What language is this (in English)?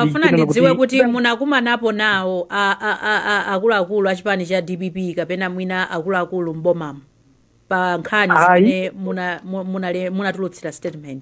Nyanja